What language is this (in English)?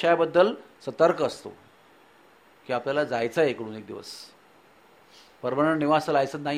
Marathi